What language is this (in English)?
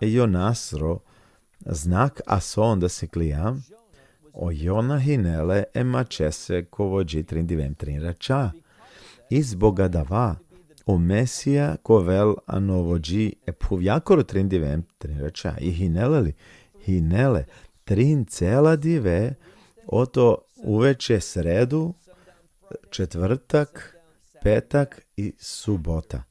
Balkan Romani